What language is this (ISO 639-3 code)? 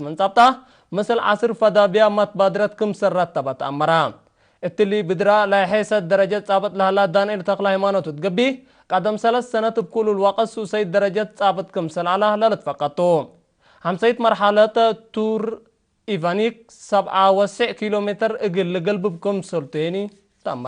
tig